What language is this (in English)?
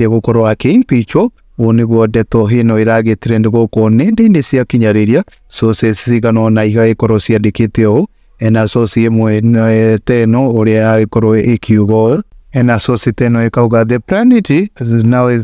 Kikuyu